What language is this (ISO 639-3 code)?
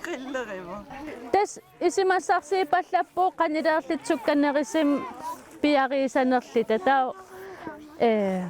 kal